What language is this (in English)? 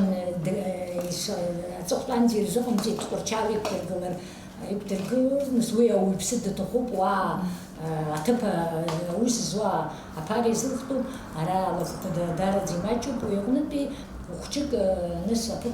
Abkhazian